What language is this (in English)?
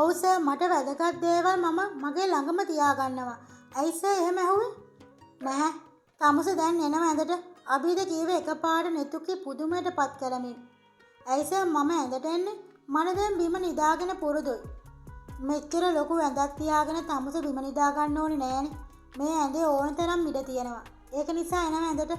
Sinhala